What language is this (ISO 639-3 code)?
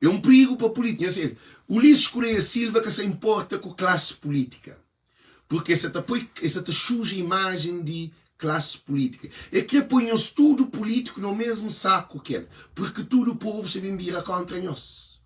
kea